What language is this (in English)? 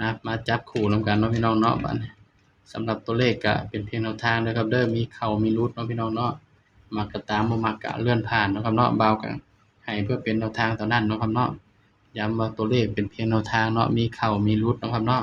Northeastern Thai